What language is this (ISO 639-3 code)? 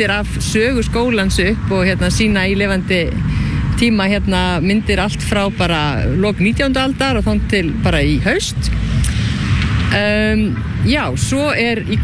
isl